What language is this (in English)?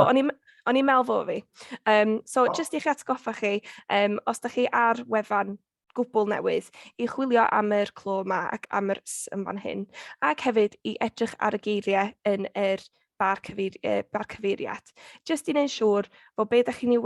Welsh